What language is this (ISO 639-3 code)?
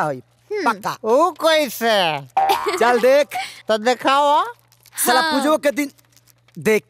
bho